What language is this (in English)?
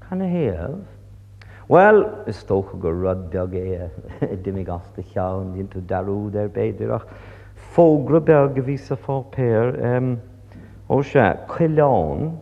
Irish